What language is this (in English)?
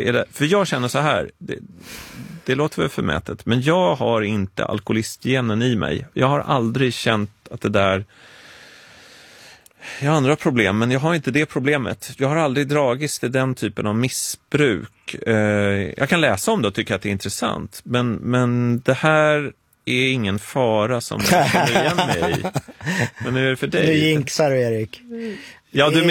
Swedish